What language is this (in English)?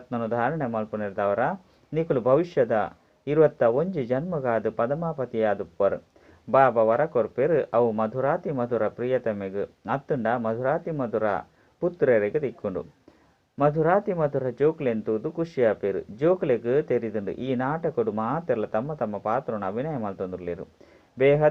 Tulu